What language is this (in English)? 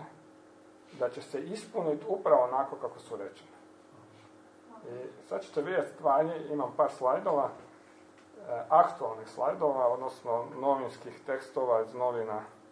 Croatian